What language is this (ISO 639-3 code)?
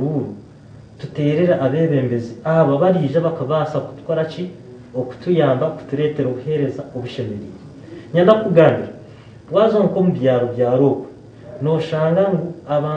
nyn